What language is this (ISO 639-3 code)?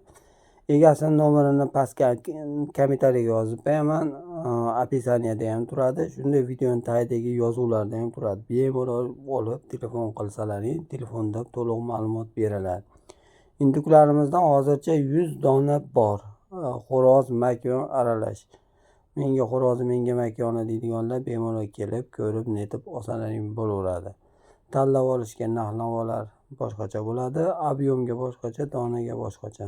uzb